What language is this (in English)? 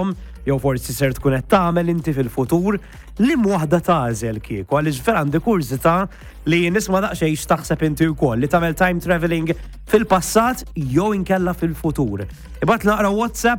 Maltese